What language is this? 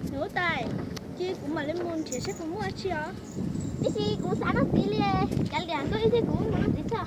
Hmong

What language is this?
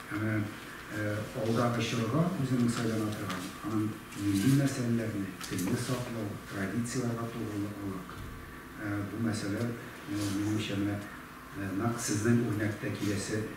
Tatar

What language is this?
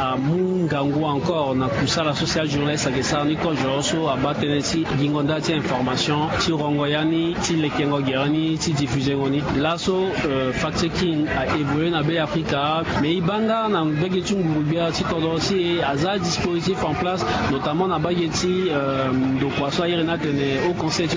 Sango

